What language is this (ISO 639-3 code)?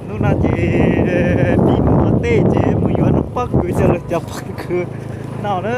hmn